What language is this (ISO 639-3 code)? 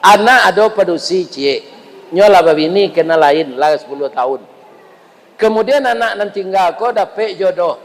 min